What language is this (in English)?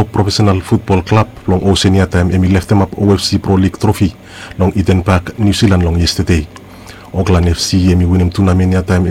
Bislama